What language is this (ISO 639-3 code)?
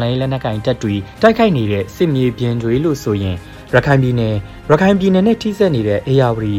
mya